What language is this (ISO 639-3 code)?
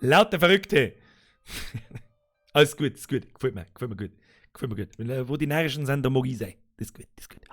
bar